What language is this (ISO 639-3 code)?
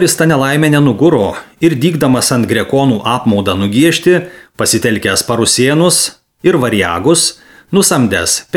lit